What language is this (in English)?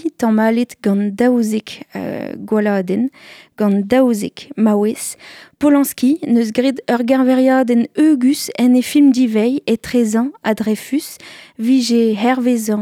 Breton